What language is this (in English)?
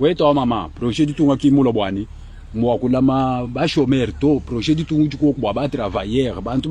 Luba-Lulua